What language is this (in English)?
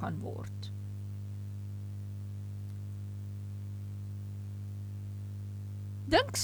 Afrikaans